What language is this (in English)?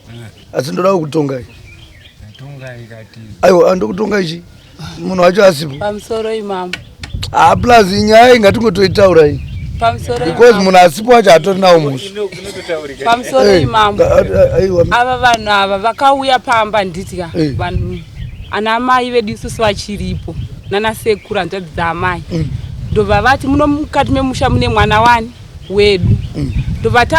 Shona